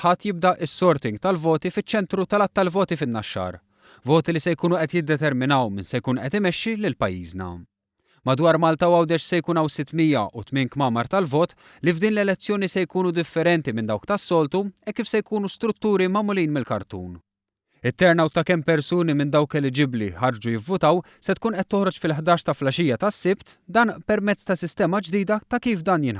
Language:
Maltese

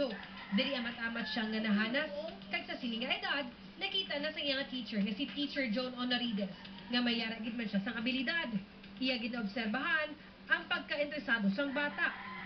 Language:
Hiligaynon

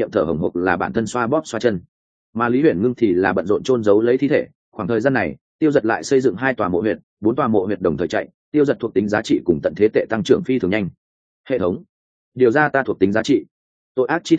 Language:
Vietnamese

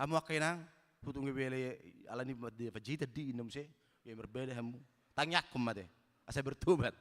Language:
Batak Toba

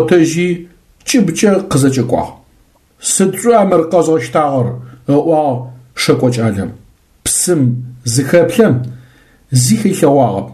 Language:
Adyghe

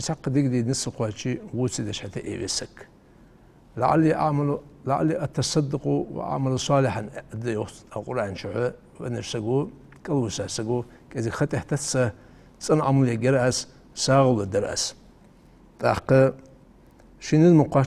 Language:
Ingush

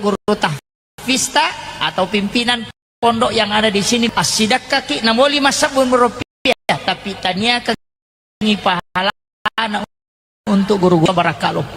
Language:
Buginese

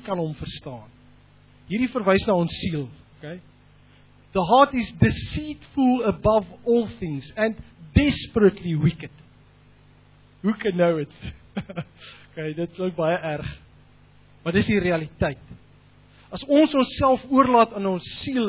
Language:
Afrikaans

